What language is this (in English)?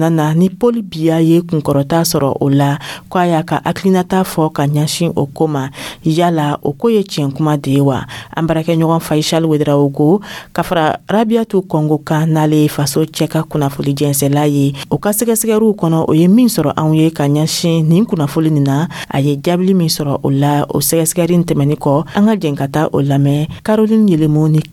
Dyula